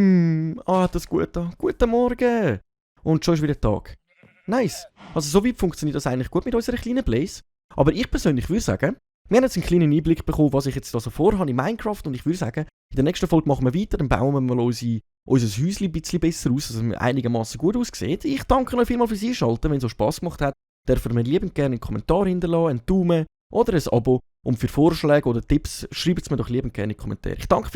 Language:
Swiss German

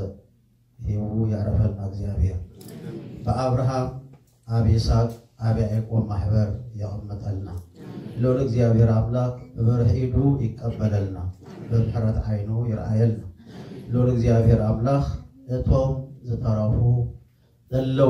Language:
Tigrinya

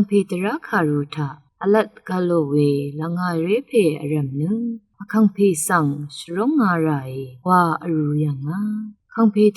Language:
Rawang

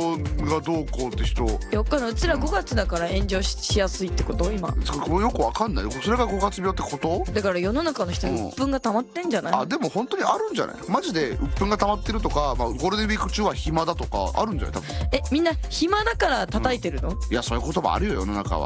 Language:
Japanese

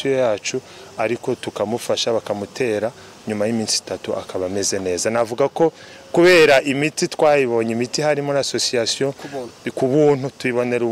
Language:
Kinyarwanda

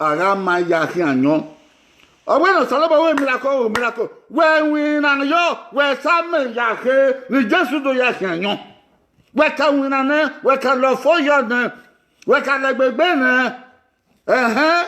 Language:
Bini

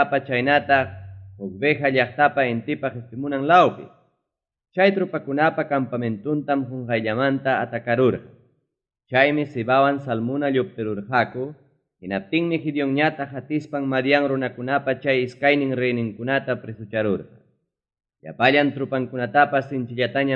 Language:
Ayacucho Quechua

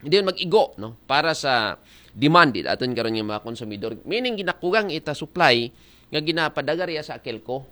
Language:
Aklanon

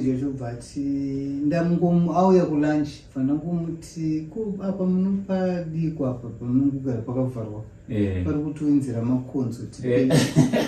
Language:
Shona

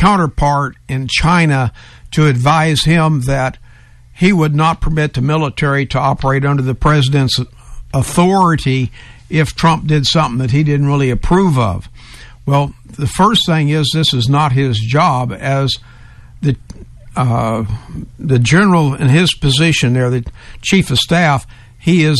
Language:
English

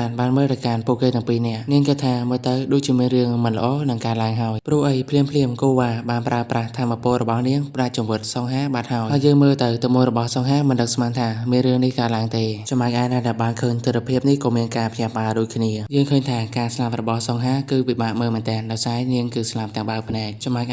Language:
Khmer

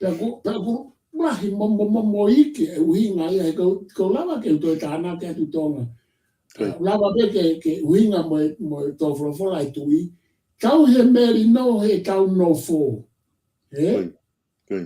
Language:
Tongan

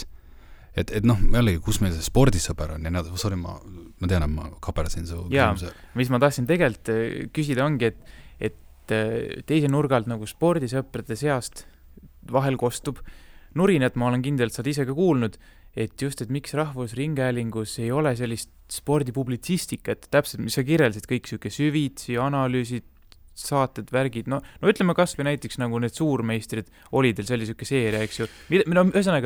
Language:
Estonian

